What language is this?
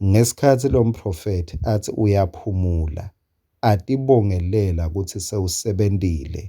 Swati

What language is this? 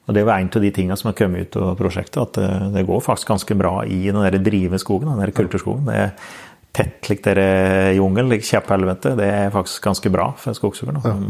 Norwegian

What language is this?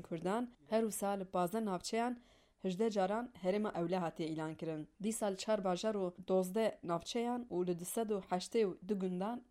Kurdish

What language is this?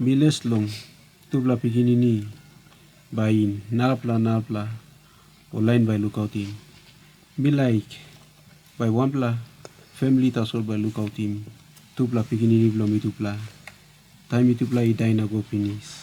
Tok Pisin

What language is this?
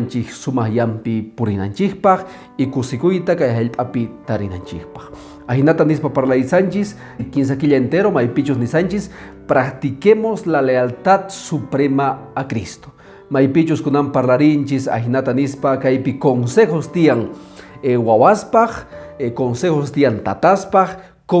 Quechua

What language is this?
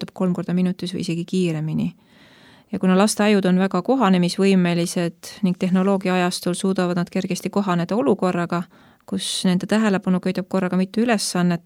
Estonian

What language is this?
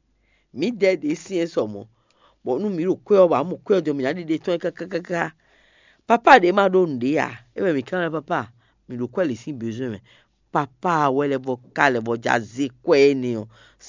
Fon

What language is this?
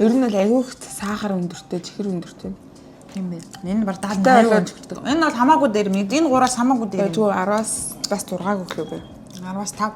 Mongolian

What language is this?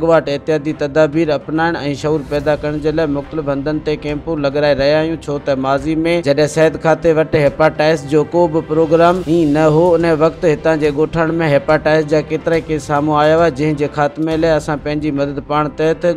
Sindhi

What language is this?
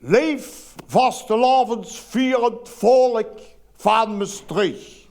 Limburgish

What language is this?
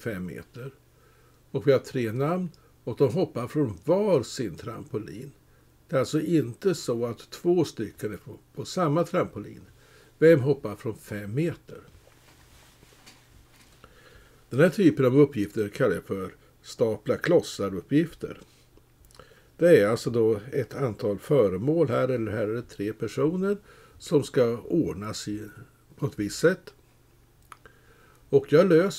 Swedish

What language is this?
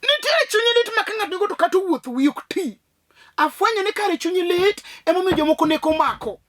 Luo (Kenya and Tanzania)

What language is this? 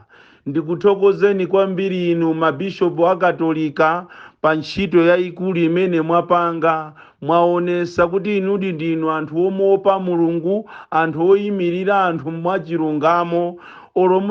Nyanja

